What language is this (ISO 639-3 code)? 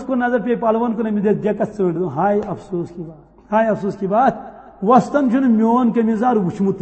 kas